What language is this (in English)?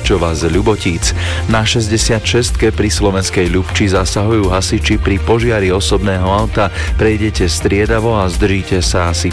Slovak